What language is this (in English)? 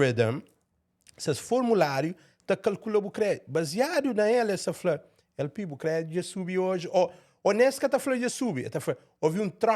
Kabuverdianu